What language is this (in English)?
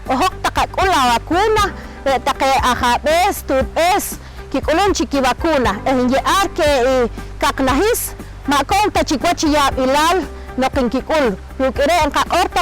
Poqomchi'